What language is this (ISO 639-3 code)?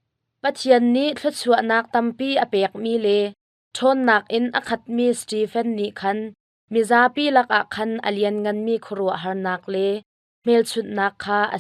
cnh